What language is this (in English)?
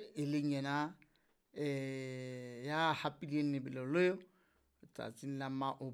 Southern Sotho